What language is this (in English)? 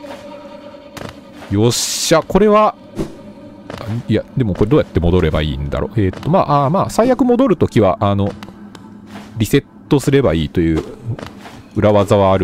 Japanese